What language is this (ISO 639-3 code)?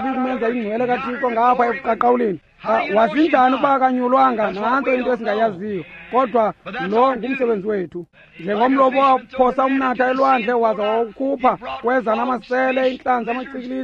xho